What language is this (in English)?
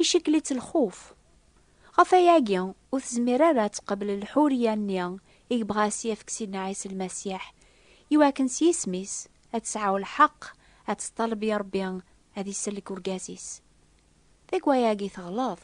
Kabyle